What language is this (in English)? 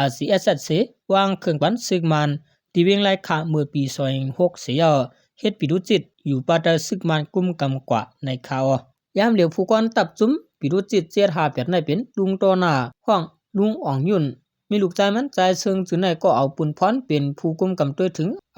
Shan